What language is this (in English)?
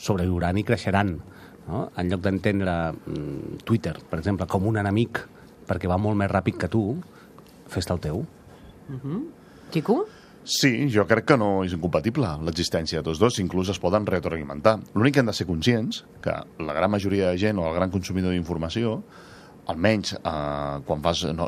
Catalan